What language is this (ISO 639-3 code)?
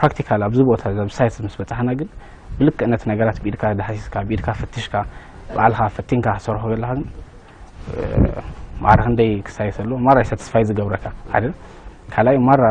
tir